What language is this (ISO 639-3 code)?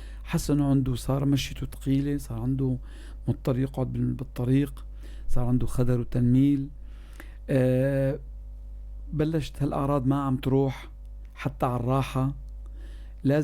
apc